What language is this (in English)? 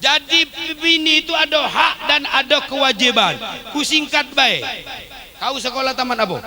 Musi